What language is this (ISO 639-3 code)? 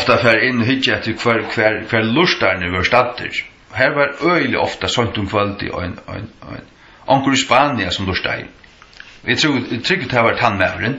fao